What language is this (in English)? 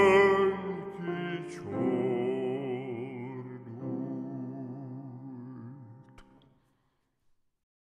Hungarian